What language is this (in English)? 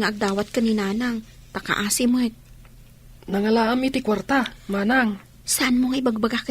Iloko